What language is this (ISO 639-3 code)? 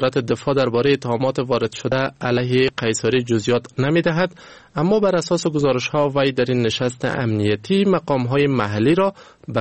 fas